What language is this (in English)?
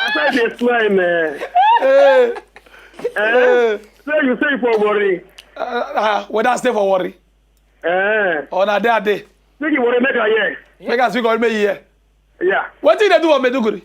Nigerian Pidgin